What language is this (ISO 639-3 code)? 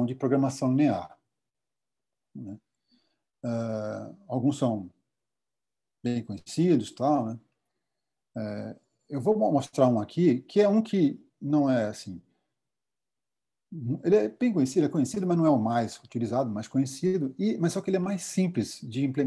por